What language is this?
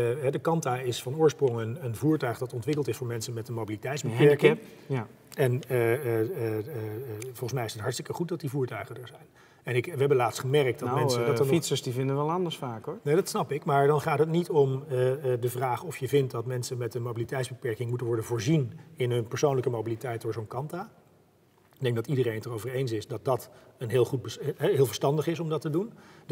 Dutch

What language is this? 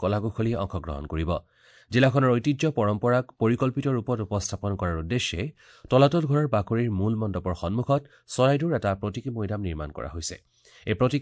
Assamese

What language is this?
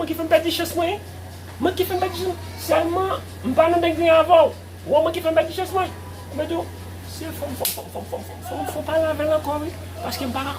Haitian Creole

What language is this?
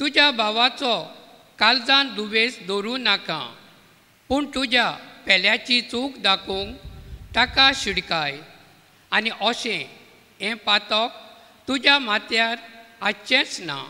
Konkani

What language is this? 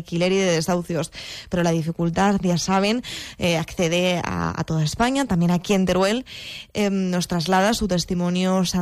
Spanish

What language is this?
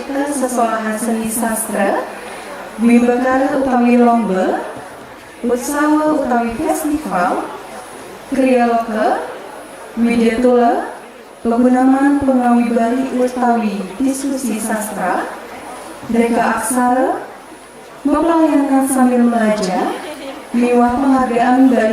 Balinese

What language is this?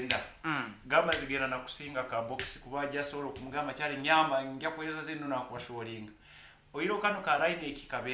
Nyankole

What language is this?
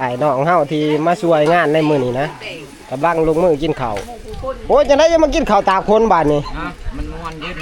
Northeastern Thai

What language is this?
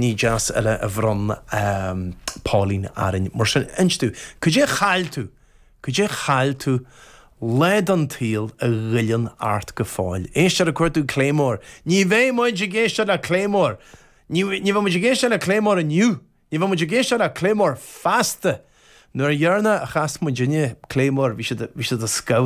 Irish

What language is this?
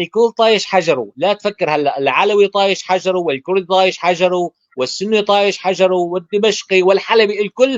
North Levantine Arabic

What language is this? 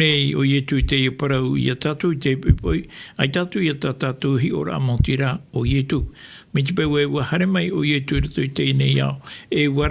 Tahitian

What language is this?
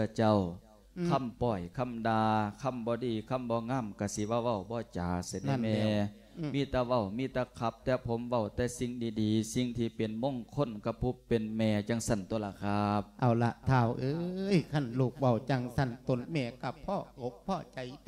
Lao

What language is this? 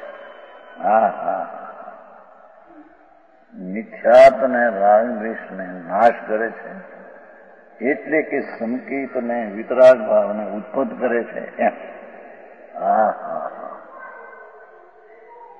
Gujarati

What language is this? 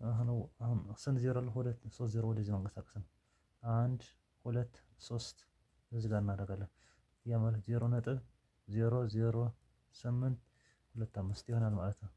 Amharic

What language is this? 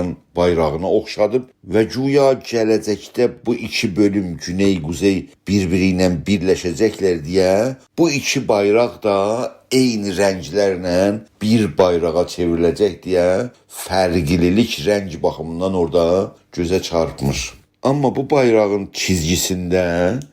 South Azerbaijani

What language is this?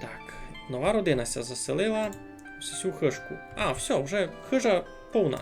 Rusyn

